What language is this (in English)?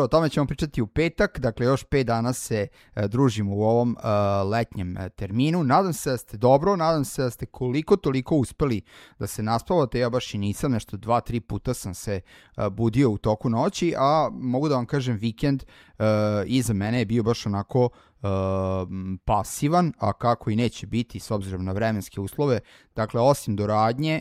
Serbian